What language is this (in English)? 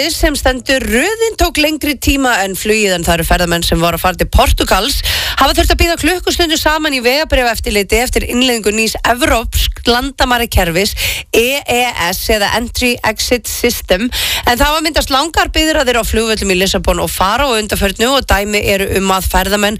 Icelandic